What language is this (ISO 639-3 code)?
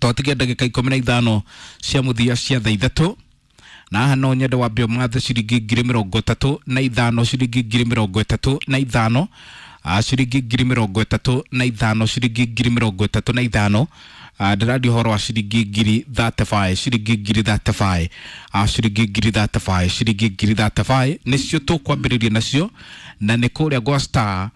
kik